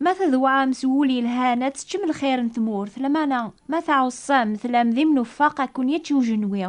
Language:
Kabyle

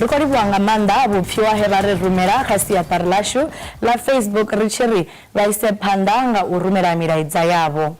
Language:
Venda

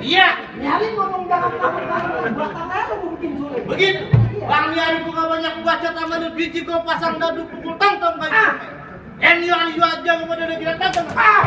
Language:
Betawi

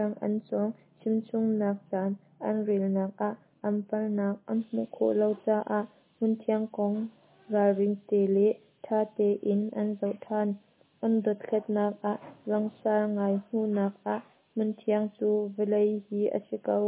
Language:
Hakha Chin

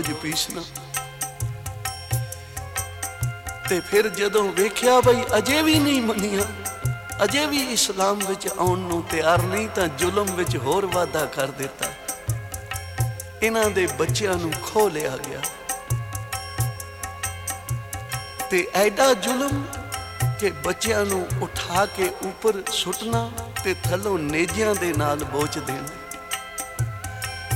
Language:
Punjabi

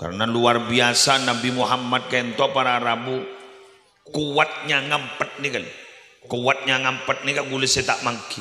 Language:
Madurese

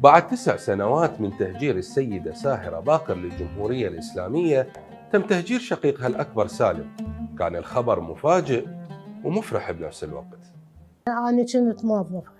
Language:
Mesopotamian Arabic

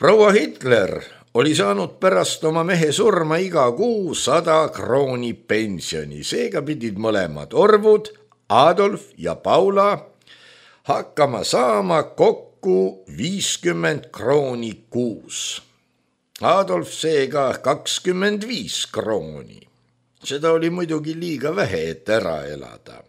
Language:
Estonian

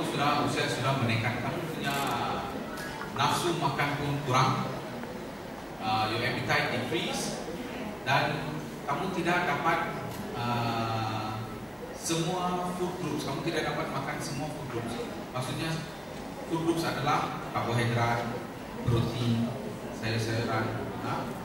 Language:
Malay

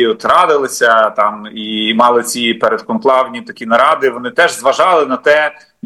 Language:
Ukrainian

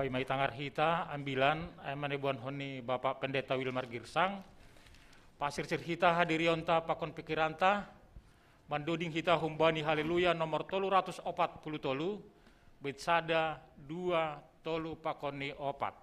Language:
Batak Simalungun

